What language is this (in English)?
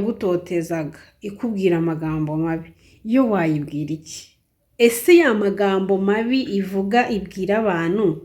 Kinyarwanda